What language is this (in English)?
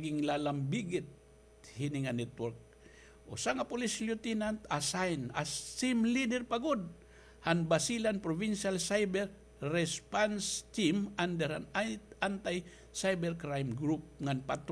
Waray